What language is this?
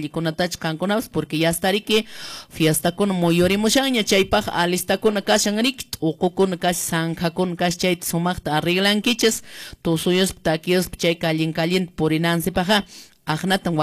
Quechua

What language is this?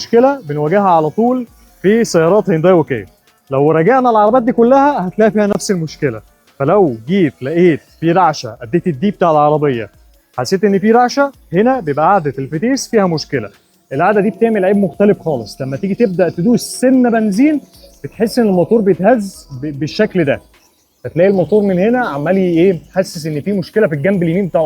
Egyptian Arabic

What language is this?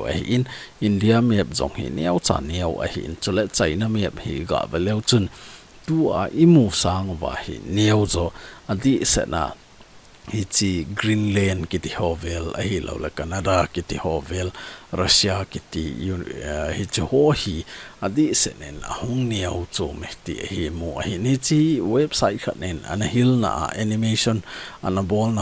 Thado Chin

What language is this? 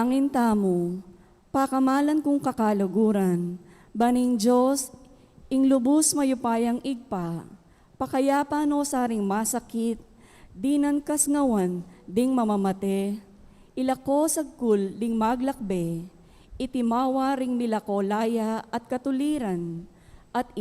Pampanga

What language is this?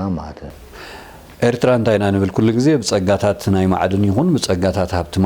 Tigrinya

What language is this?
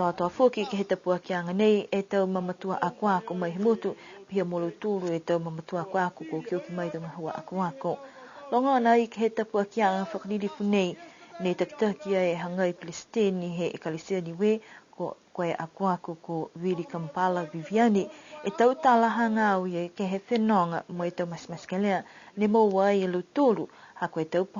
Niuean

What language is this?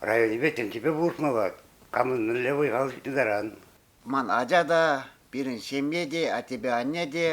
Chuvash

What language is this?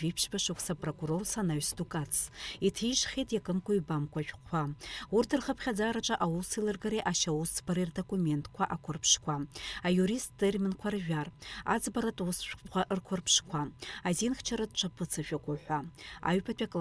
Abkhazian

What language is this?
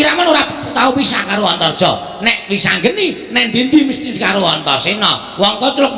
Javanese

